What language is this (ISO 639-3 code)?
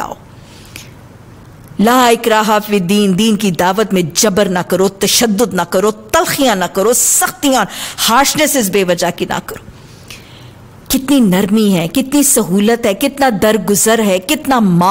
urd